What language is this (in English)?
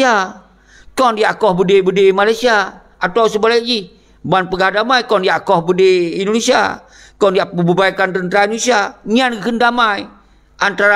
Achinese